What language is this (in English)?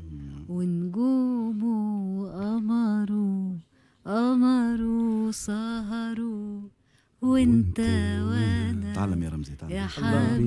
Tunisian Arabic